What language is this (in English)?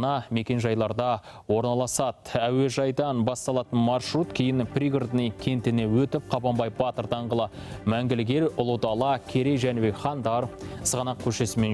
Kazakh